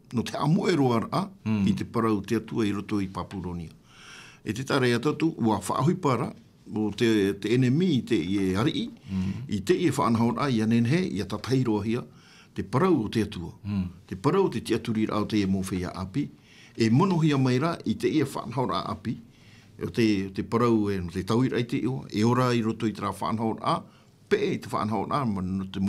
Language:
Tahitian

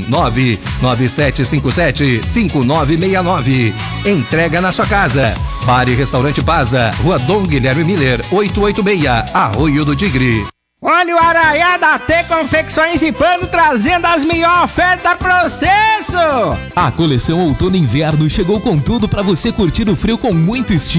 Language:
Portuguese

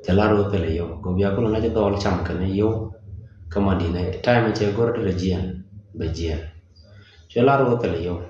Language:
Nuer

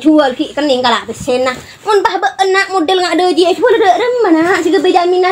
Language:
Madurese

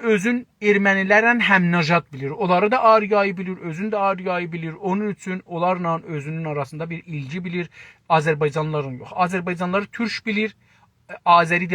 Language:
South Azerbaijani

